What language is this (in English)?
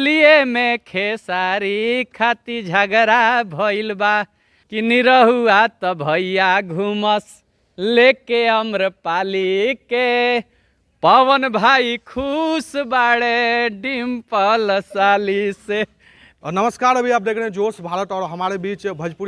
Bhojpuri